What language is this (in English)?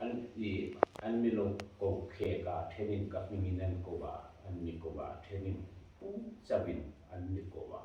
Hmar